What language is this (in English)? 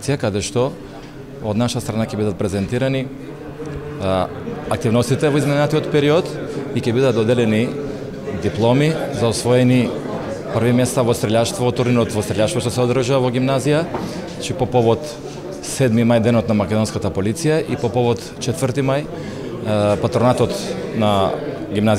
Macedonian